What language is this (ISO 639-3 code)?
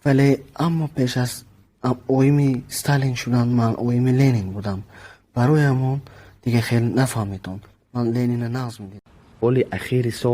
tgk